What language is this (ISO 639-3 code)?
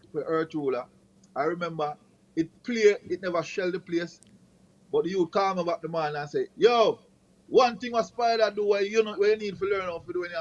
jam